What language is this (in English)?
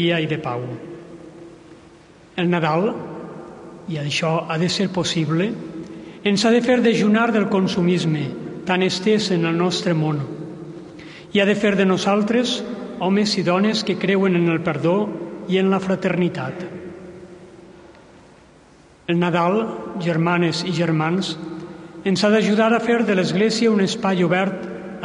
Catalan